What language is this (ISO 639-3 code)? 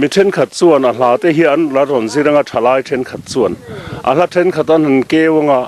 lus